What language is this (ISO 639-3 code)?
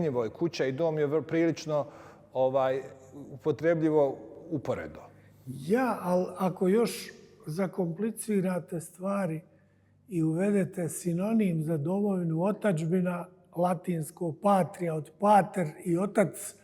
bos